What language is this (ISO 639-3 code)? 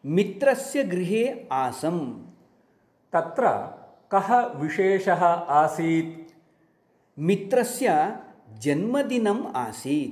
san